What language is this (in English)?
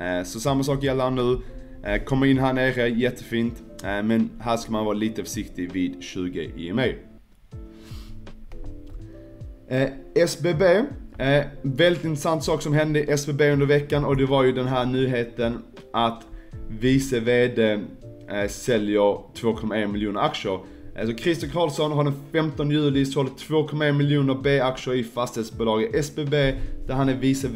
Swedish